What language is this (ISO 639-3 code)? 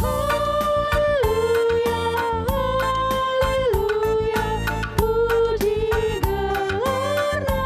btx